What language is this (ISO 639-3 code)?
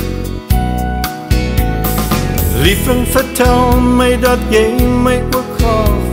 afr